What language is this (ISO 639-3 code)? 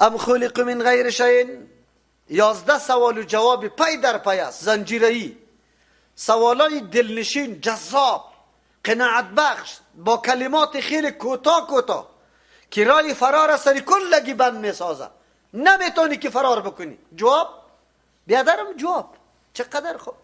fas